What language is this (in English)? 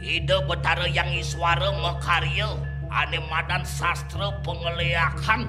Balinese